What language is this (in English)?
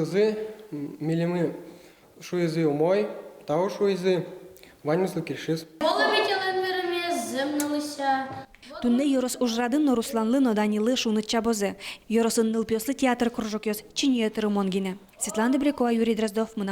Udmurt